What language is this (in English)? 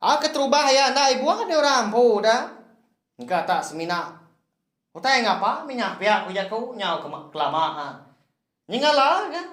Iban